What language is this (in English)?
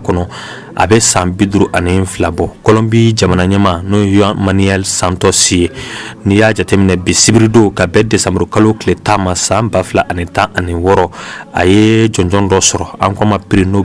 Bambara